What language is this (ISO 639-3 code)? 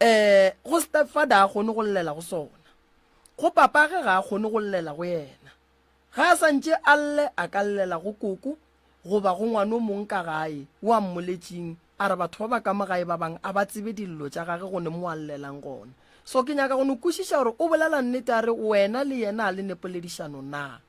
nso